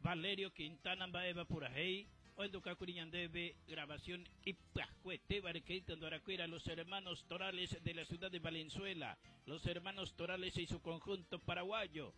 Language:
Guarani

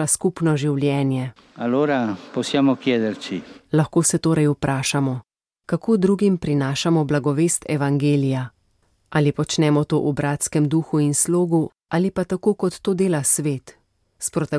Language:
Slovenian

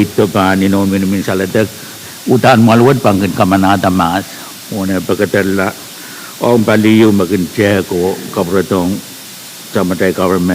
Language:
Pohnpeian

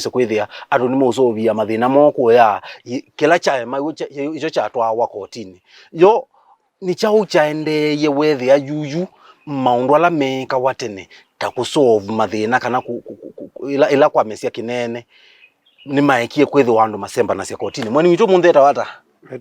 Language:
Kamba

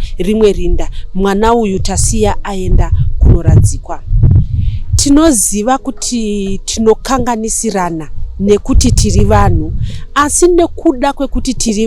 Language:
Shona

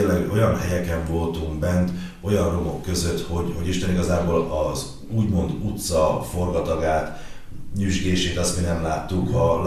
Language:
Hungarian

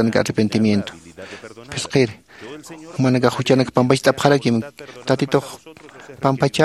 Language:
Aymara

